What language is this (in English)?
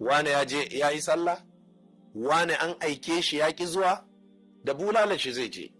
Hausa